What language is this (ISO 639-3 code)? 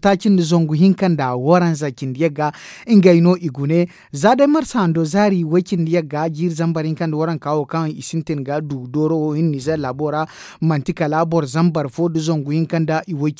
dje